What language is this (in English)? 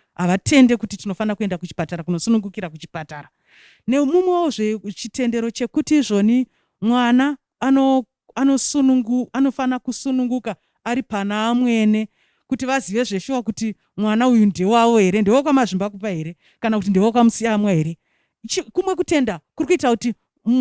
Shona